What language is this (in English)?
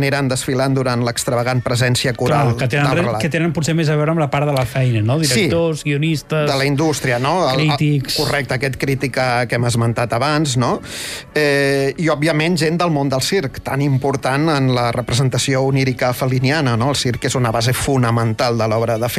Catalan